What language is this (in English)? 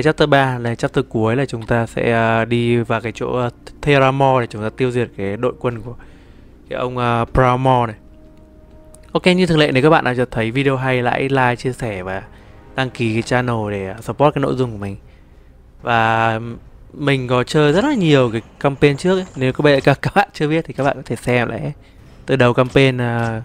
Vietnamese